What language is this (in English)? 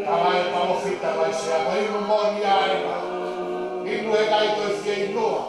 Tongan